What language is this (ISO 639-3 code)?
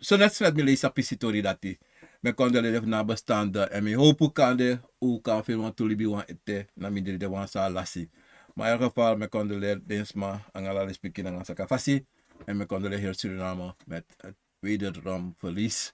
srn